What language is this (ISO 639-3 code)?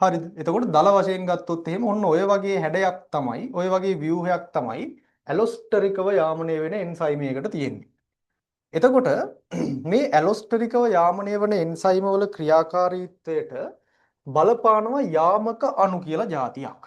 sin